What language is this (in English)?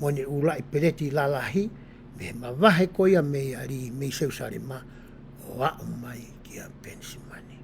Tongan